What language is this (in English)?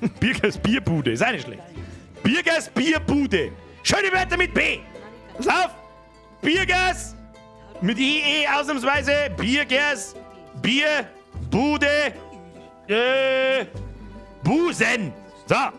Bavarian